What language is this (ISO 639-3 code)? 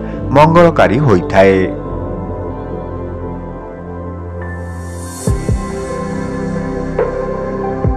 ori